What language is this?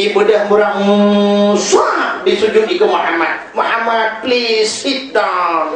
Achinese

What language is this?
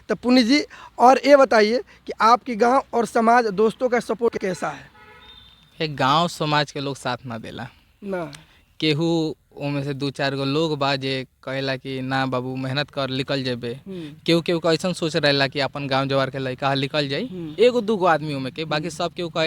Bhojpuri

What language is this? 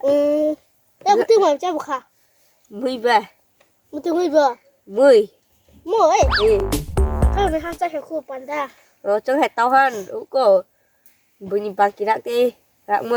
Kok Borok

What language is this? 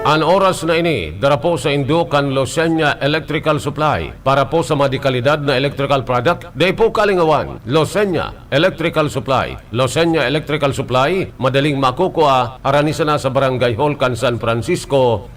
Bikol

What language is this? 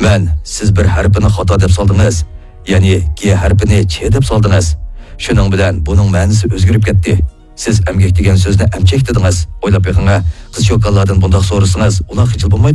Uyghur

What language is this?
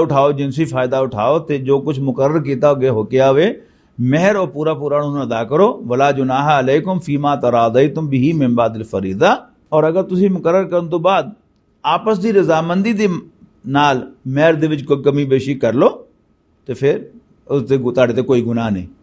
Western Panjabi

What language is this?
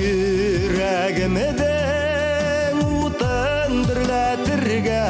Bashkir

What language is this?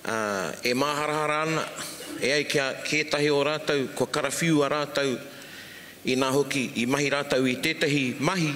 Māori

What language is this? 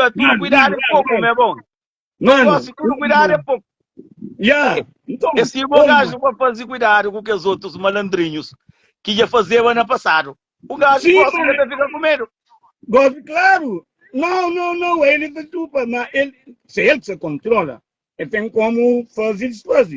Kabuverdianu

